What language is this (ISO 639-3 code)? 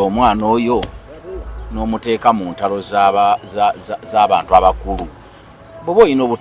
lug